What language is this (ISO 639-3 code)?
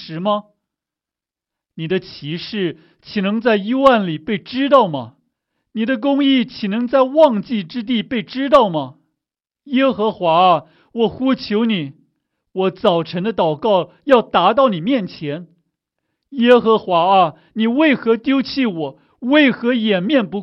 zho